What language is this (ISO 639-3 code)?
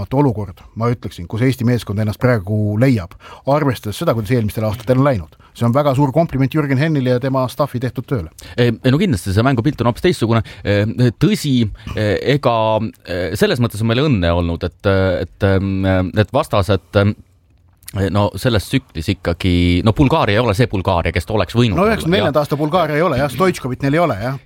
est